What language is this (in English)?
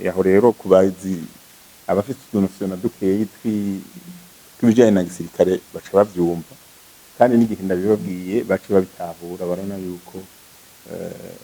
Rundi